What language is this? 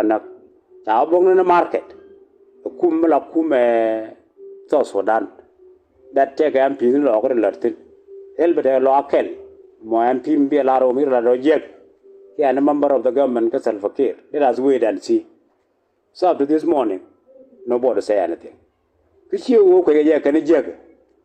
Nuer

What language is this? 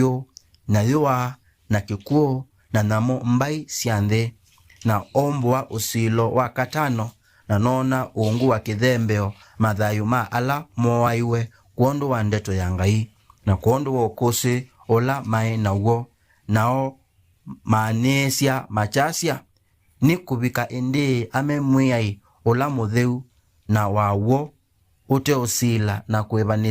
Kamba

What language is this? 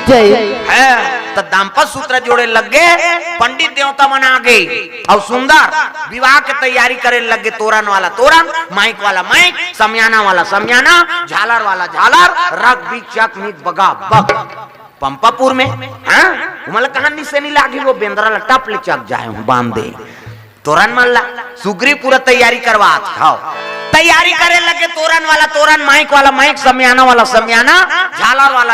Chhattisgarhi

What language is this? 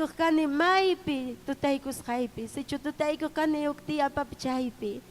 Ayacucho Quechua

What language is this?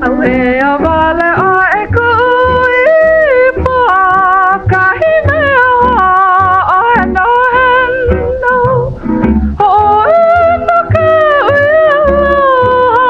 Hawaiian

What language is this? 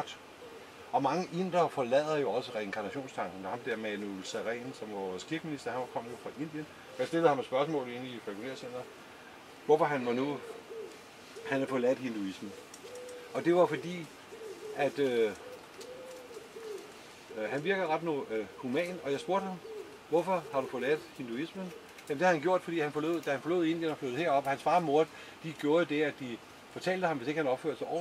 Danish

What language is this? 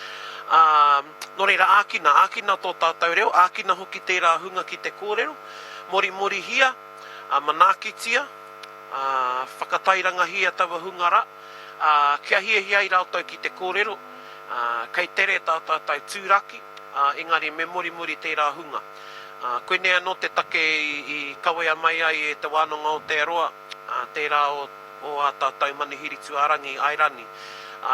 Māori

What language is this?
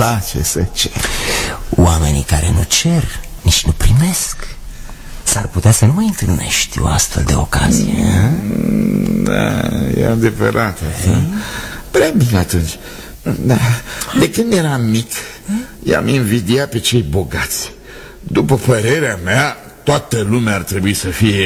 Romanian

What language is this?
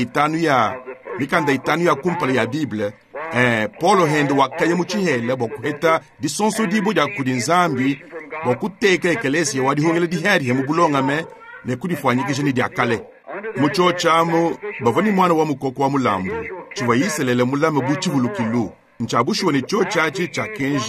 Luba-Lulua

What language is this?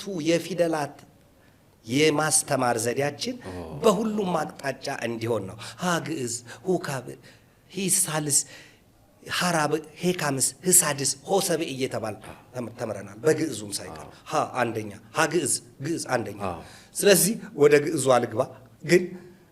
Amharic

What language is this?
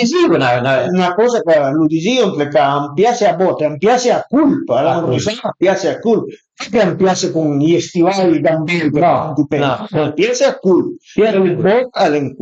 Piedmontese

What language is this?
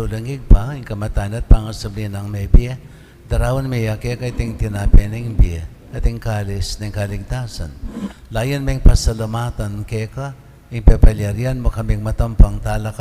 Pampanga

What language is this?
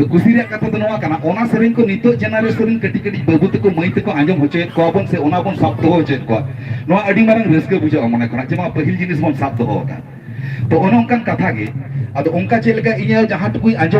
Santali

